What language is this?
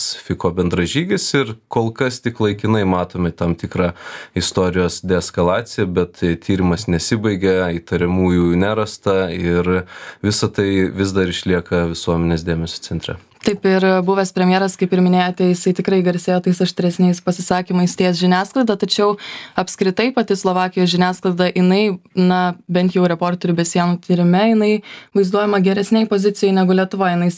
Lithuanian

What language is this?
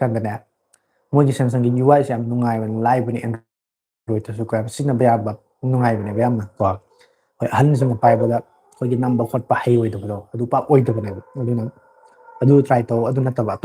Manipuri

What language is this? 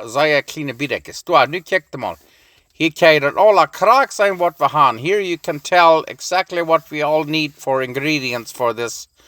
Plautdietsch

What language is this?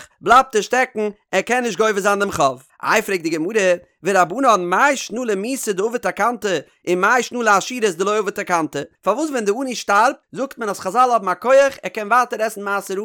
Yiddish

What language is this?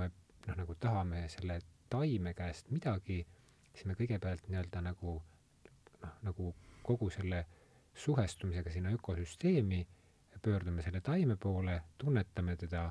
Estonian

